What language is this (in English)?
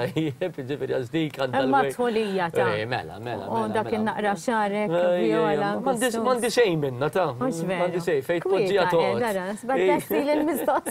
Maltese